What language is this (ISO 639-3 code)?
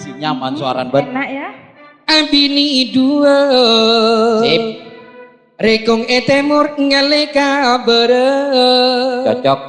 mad